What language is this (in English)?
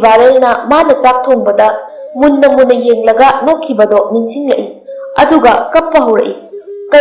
Manipuri